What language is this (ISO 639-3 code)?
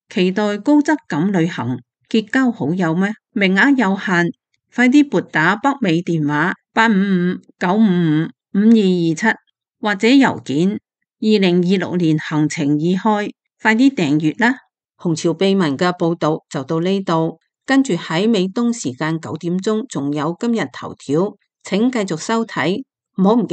yue